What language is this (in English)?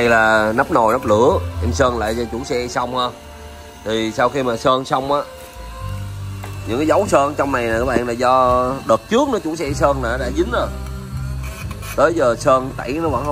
Vietnamese